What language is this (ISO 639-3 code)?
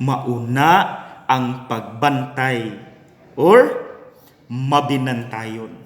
ceb